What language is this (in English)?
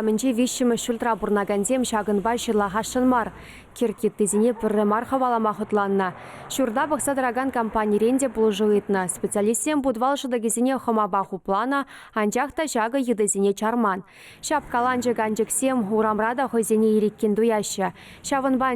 Chuvash